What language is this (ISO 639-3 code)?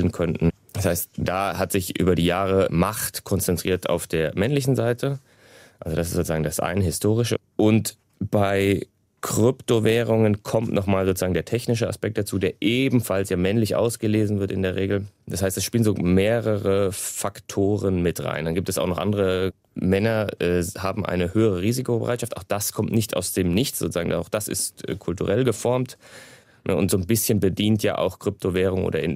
gsw